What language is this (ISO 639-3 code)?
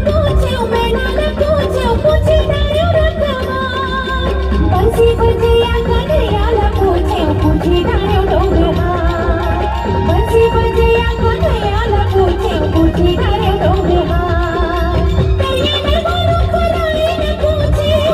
hne